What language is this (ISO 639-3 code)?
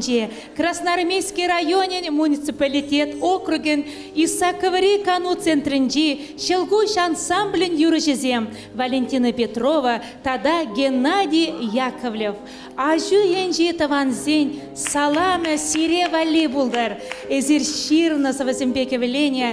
chv